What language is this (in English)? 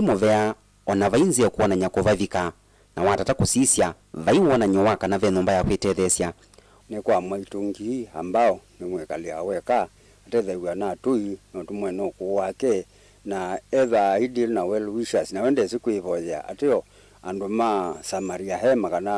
Kamba